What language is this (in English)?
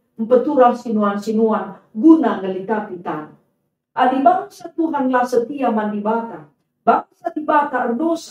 Batak Karo